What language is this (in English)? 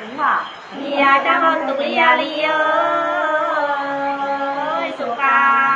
Nung (Viet Nam)